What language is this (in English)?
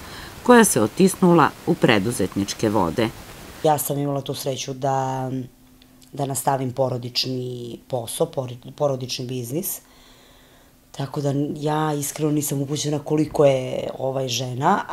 Serbian